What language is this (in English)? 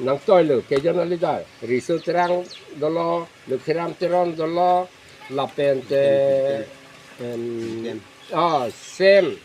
Karbi